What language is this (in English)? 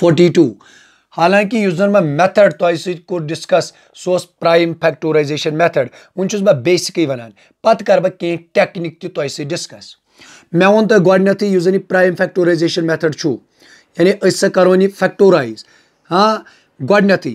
Kashmiri